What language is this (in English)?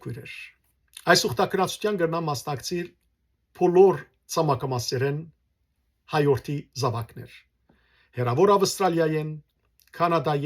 Western Armenian